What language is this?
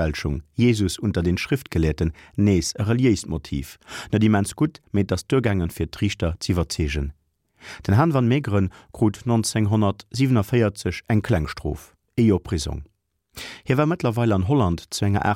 Luxembourgish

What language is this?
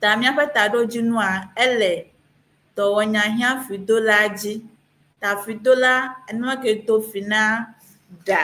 Ewe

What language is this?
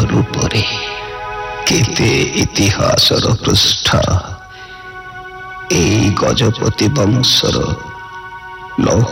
Odia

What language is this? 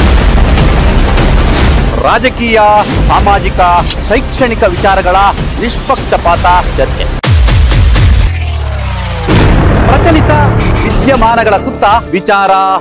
Kannada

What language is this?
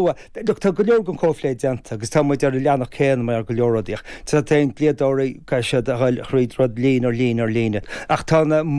Irish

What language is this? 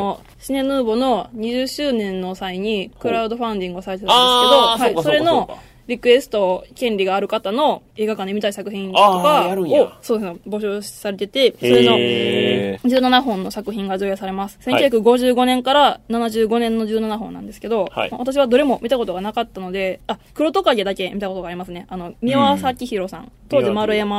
Japanese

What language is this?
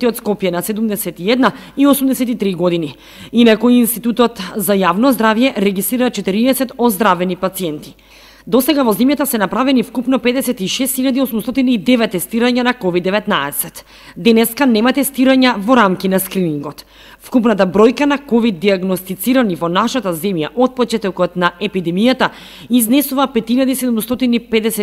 Macedonian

